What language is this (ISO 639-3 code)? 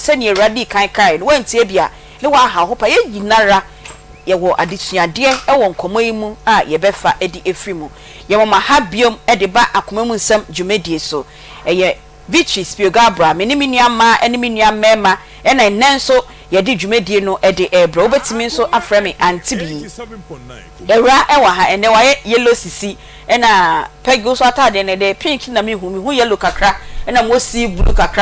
aka